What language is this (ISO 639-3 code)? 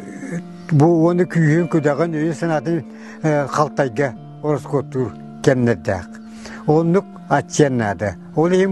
sah